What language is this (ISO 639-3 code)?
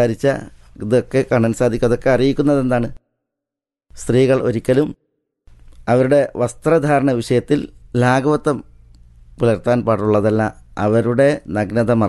mal